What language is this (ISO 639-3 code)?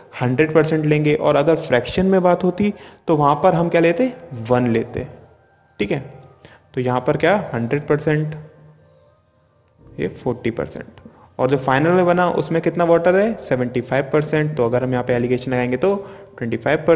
hin